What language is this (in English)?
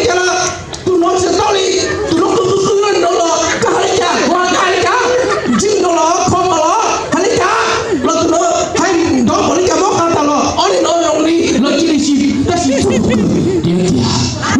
Hmong